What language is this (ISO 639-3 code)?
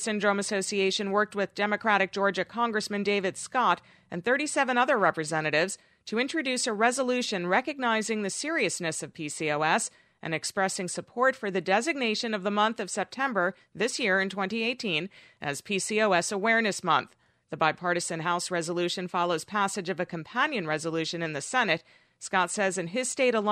eng